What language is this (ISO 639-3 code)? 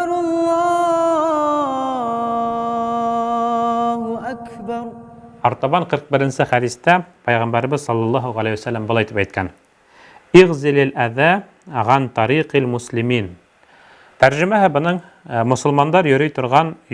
bak